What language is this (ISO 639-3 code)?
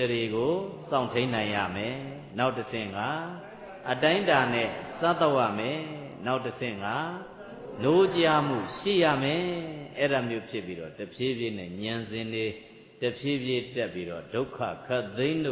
mya